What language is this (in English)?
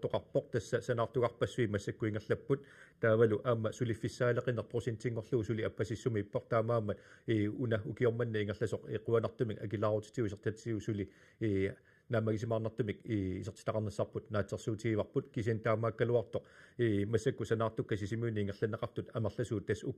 Kalaallisut